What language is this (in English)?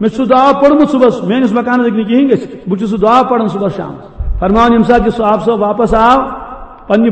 Kashmiri